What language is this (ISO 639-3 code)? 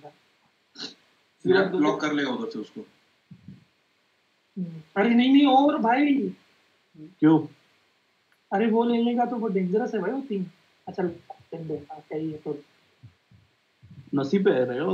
hin